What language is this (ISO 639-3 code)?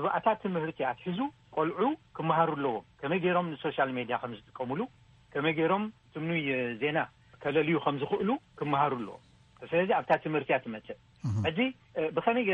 tir